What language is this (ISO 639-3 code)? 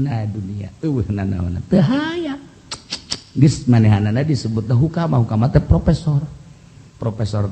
sun